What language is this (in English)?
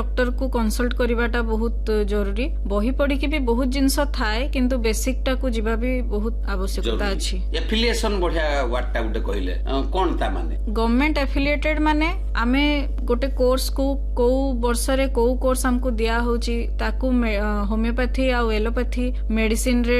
Odia